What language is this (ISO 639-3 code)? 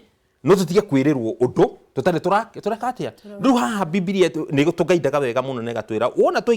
kik